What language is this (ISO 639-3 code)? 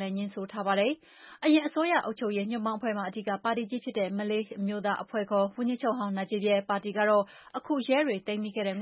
mya